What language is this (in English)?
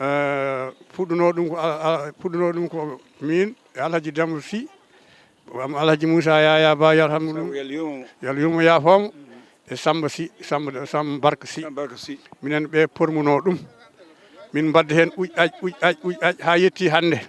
Fula